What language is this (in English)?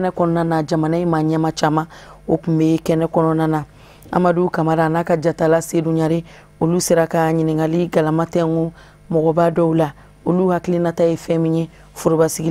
Bambara